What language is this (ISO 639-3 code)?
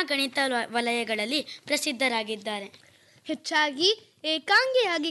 kan